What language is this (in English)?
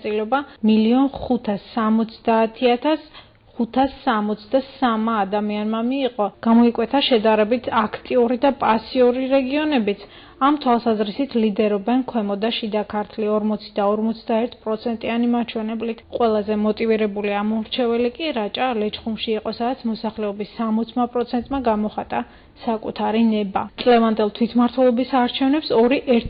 Georgian